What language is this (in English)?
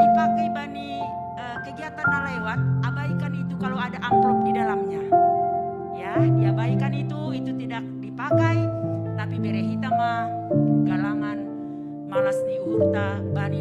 Batak Simalungun